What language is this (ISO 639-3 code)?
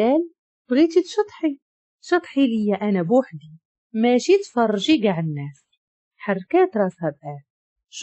ary